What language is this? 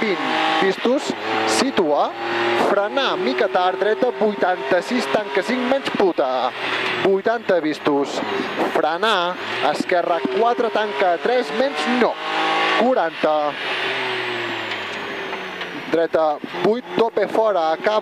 Catalan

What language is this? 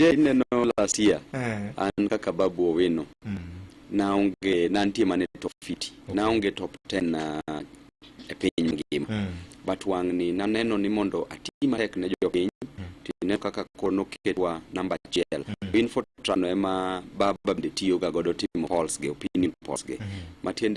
Luo (Kenya and Tanzania)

